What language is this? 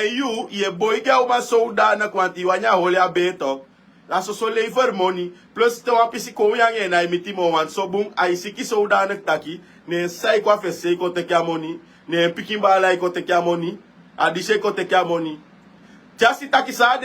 Sranan Tongo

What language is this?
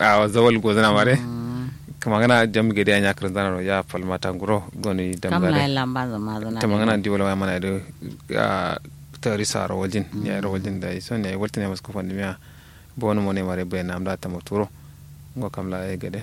Kanuri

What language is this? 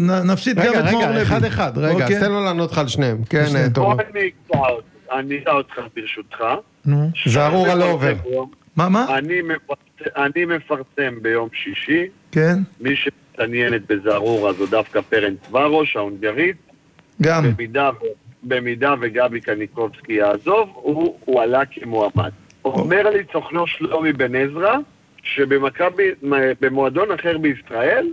Hebrew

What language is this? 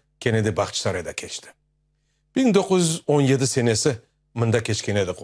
Crimean Tatar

